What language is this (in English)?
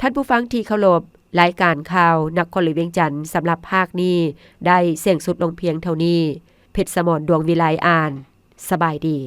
Lao